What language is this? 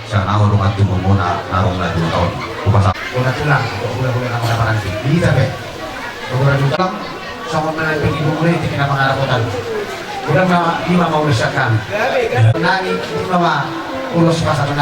Batak Toba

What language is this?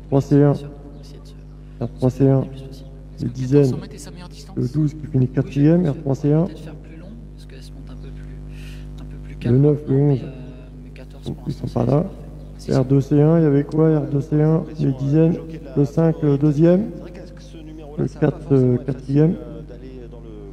French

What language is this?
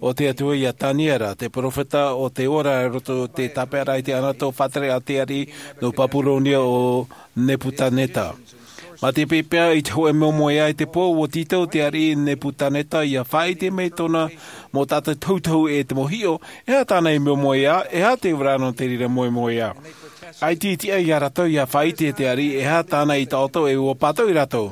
Tahitian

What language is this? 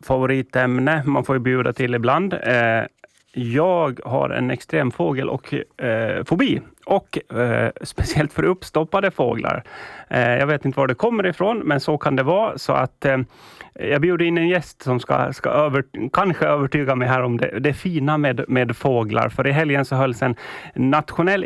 Swedish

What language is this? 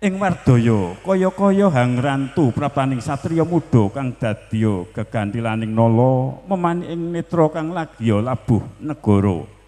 Javanese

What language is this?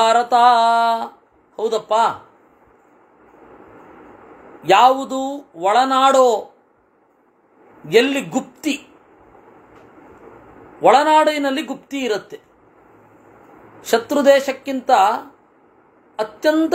Kannada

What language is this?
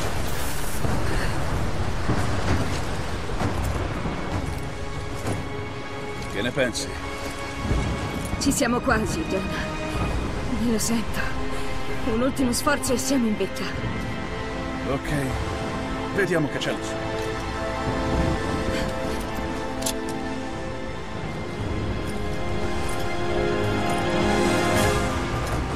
Italian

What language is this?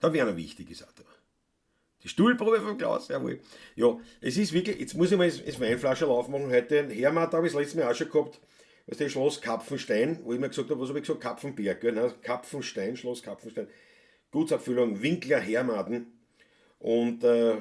Bavarian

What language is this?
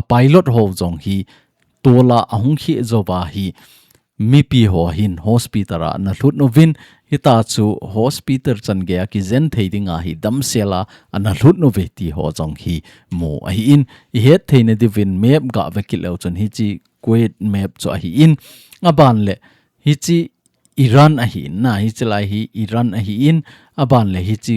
Thado Chin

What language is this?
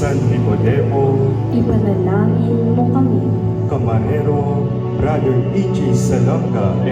Pampanga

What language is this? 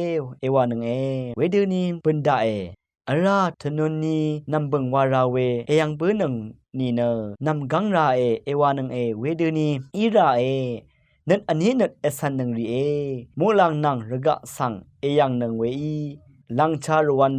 Rawang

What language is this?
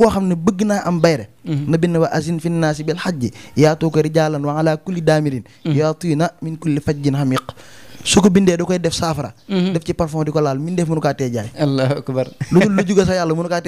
Wolof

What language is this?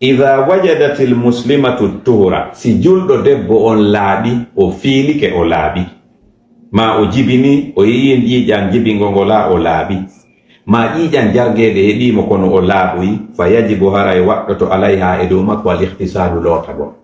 Fula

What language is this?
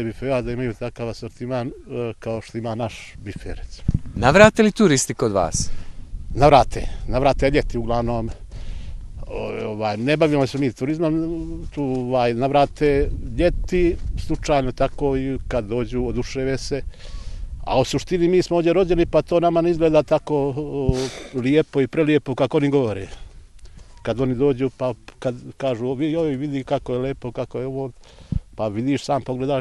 Serbian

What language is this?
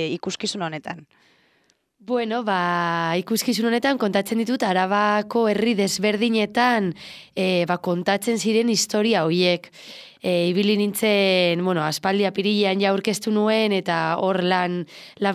Basque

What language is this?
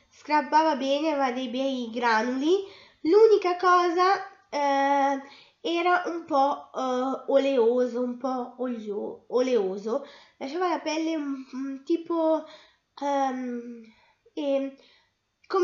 Italian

